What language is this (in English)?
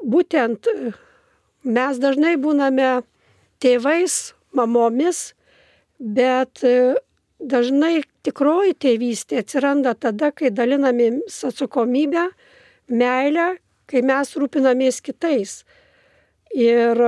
Lithuanian